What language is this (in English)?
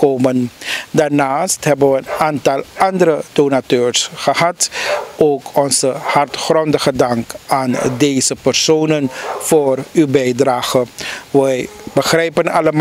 Dutch